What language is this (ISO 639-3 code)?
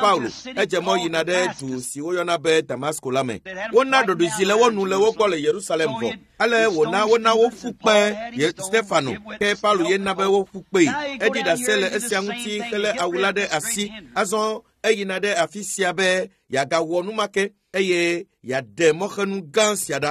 ewe